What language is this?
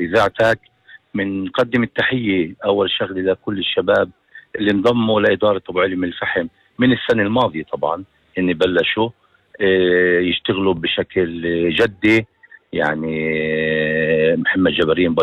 North Levantine Arabic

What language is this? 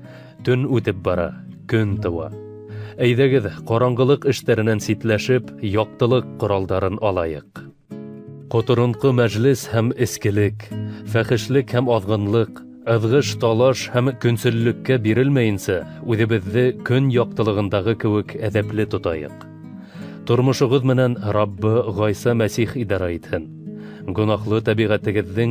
Bashkir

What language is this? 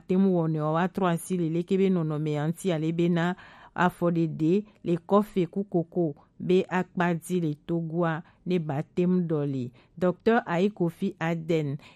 Gen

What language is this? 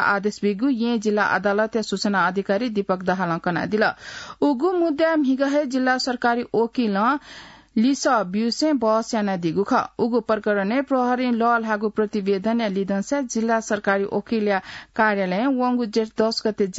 Newari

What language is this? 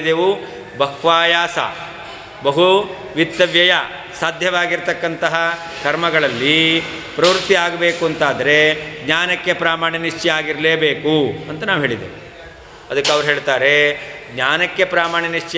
Kannada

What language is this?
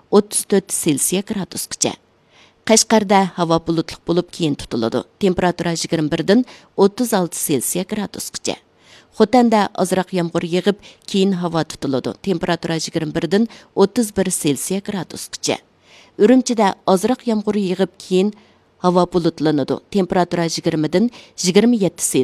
Uyghur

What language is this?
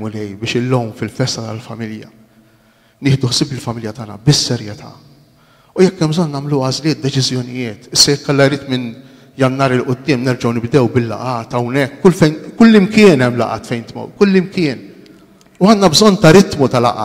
Maltese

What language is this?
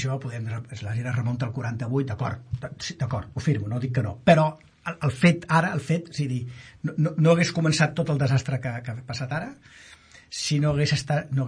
Catalan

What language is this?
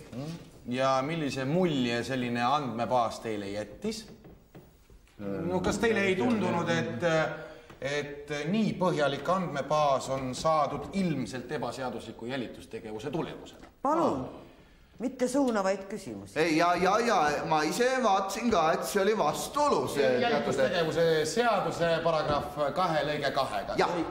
Estonian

